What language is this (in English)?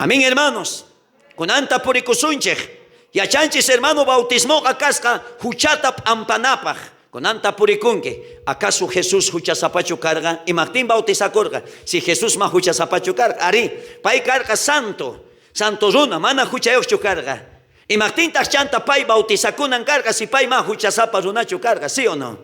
South Bolivian Quechua